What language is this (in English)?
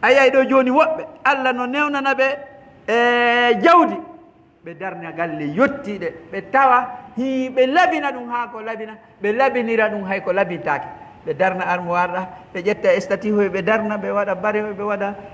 Pular